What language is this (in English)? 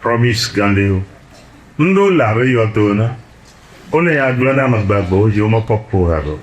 Ewe